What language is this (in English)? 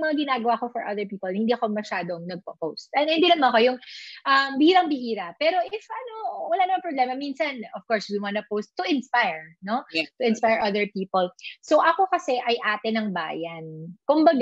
Filipino